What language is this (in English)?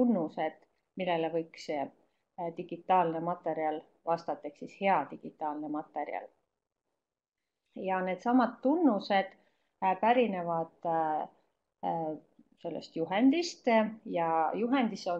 Estonian